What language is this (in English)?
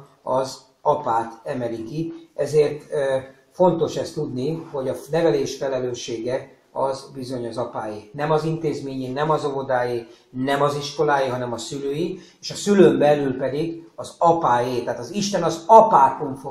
Hungarian